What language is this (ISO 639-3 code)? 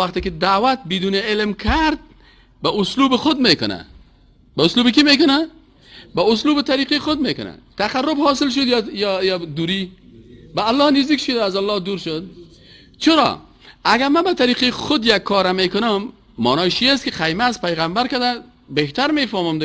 fas